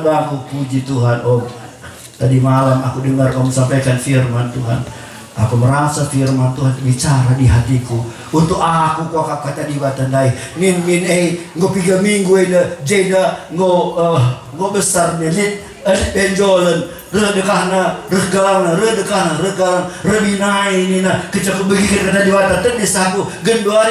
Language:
Batak Karo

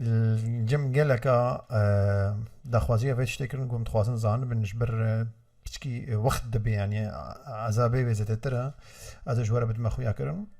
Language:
Kurdish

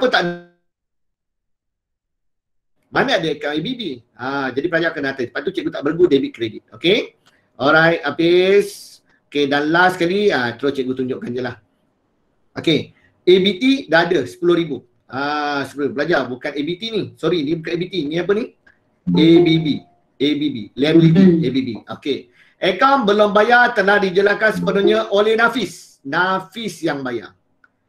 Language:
Malay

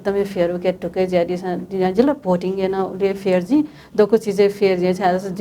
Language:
Newari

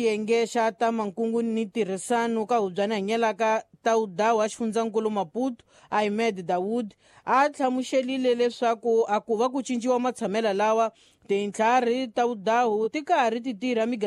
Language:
Tsonga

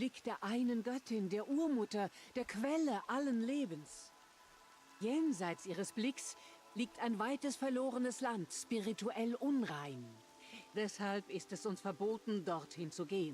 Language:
Swiss German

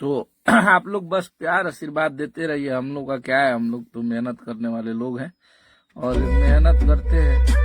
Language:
Bhojpuri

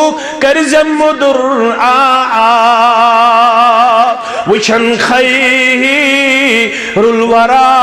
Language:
Kashmiri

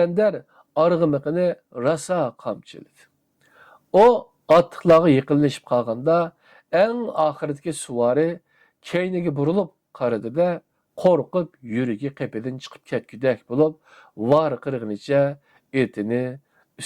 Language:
Uyghur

